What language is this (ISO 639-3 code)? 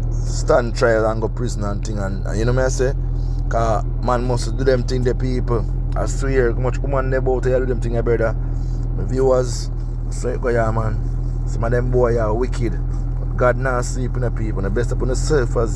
jam